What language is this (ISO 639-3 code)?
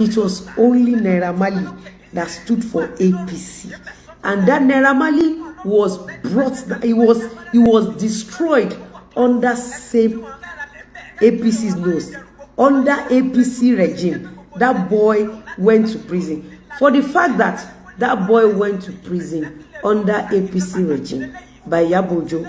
yor